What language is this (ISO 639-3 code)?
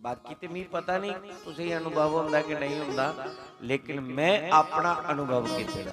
doi